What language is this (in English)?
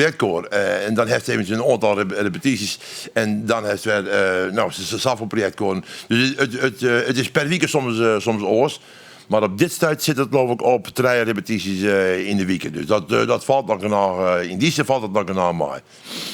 Western Frisian